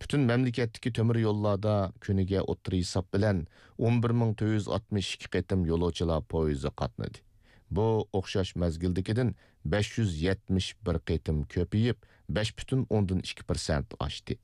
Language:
Uyghur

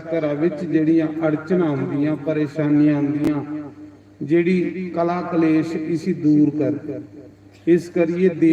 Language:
Dogri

